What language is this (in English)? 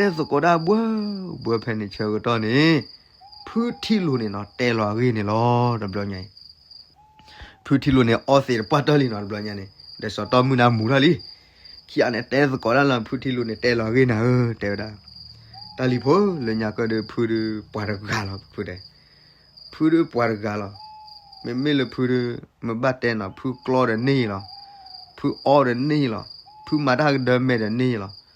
S'gaw Karen